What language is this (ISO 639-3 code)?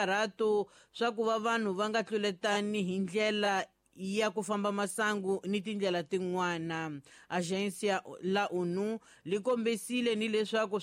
tso